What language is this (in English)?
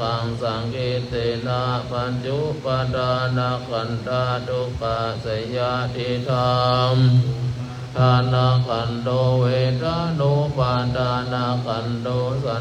Pali